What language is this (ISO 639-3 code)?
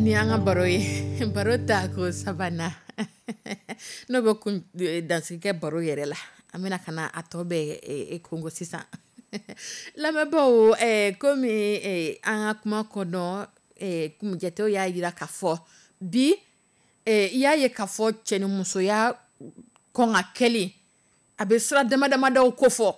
dyu